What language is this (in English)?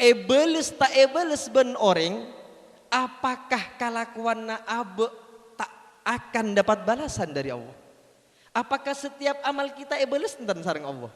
Madurese